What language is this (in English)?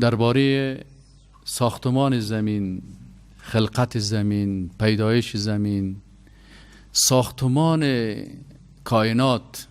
Persian